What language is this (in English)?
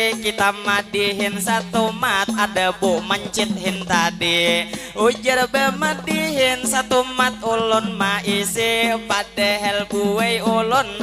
Banjar